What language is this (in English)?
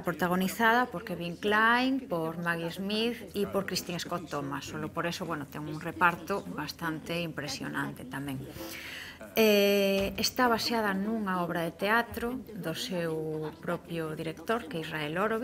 Galician